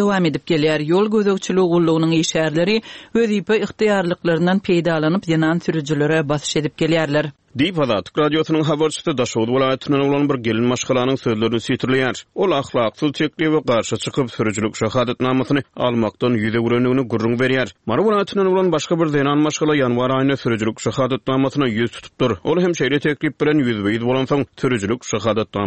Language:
Turkmen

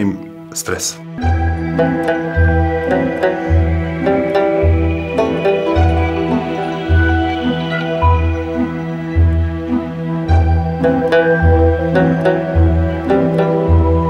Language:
Serbian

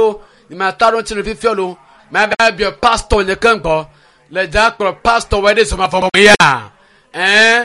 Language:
Ewe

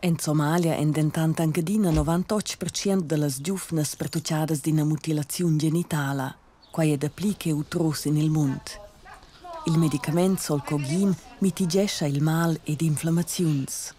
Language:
Romansh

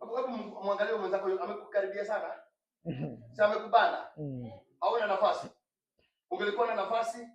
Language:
Swahili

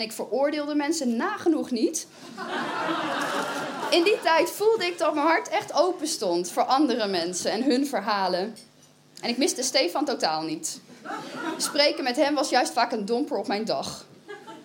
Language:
Dutch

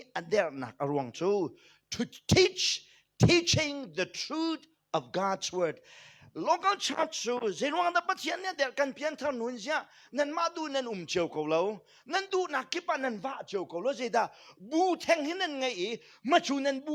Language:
Hakha Chin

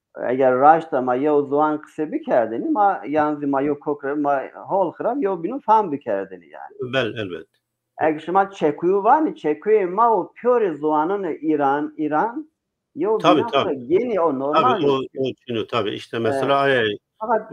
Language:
Zaza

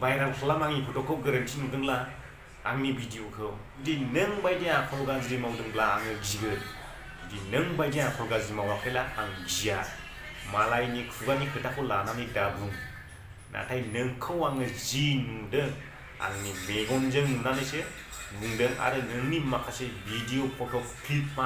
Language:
Bodo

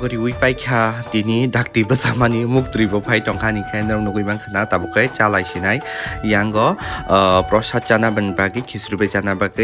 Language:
Kok Borok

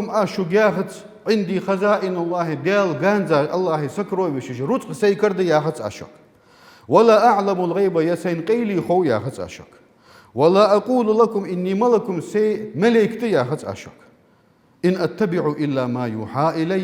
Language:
Ingush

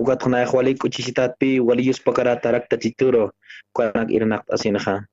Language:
Aymara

